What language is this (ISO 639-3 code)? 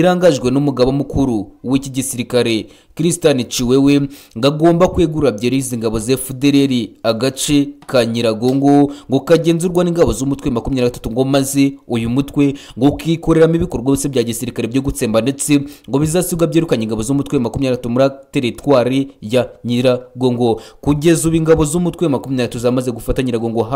kin